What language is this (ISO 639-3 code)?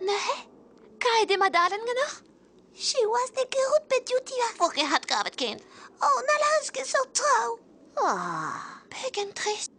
bre